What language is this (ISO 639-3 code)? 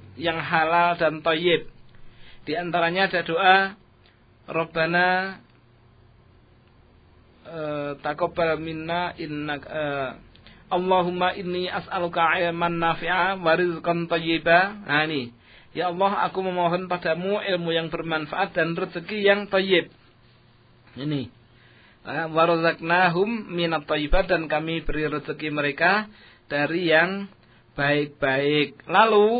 ind